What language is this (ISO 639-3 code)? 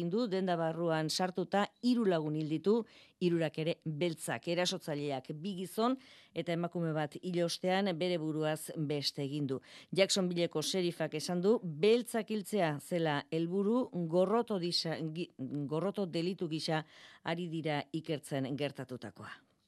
eus